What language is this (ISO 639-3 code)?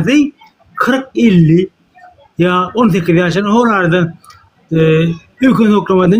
tuk